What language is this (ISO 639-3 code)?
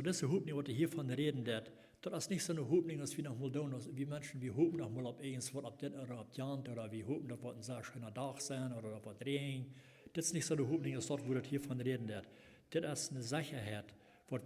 pdt